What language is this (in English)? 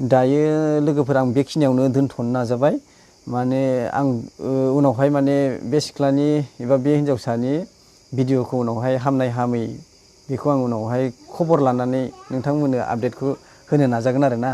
Bodo